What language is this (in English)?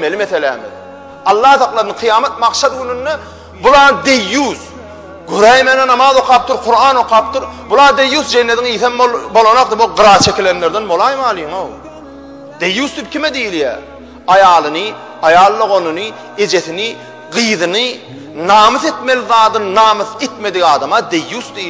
Turkmen